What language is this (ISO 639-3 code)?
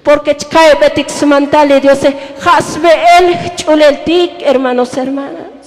tzo